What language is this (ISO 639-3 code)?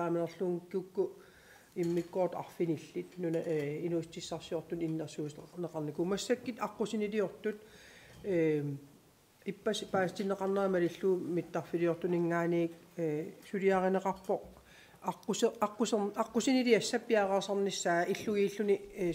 kal